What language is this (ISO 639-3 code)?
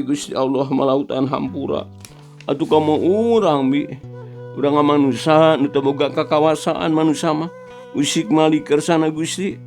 sun